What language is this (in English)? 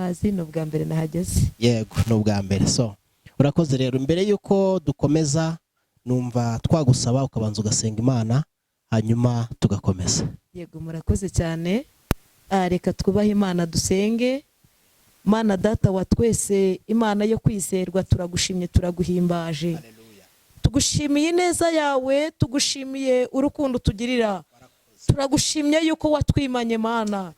Kinyarwanda